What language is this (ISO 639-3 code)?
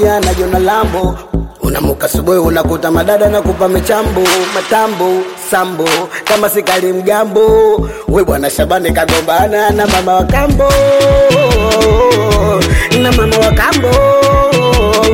swa